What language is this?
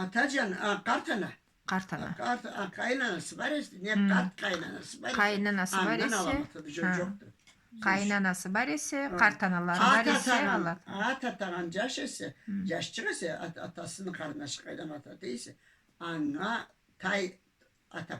Karachay-Balkar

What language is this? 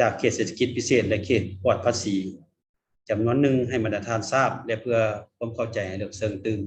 Lao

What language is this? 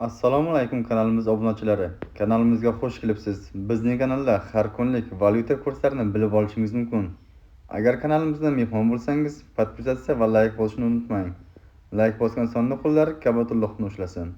Uzbek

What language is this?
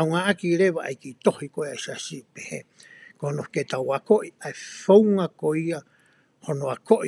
Tongan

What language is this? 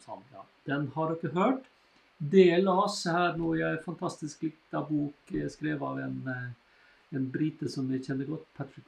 Norwegian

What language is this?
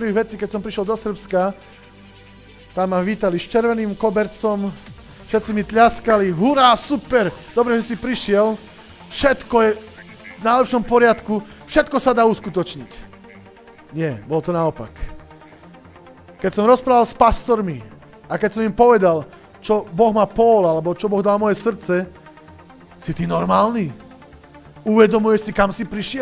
Slovak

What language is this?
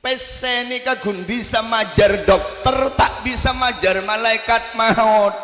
Madurese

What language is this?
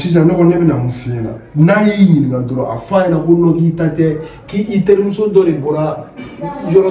Bambara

